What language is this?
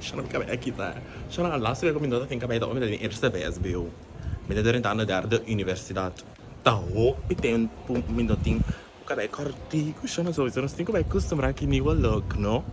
Papiamento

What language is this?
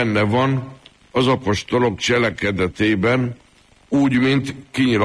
Hungarian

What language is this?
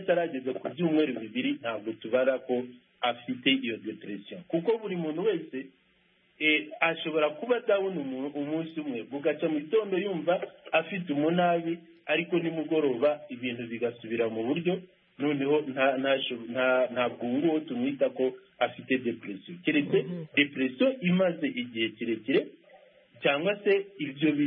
Kinyarwanda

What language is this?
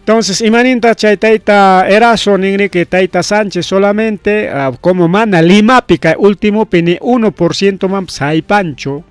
Ayacucho Quechua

